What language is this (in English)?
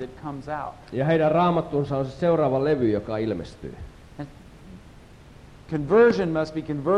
Finnish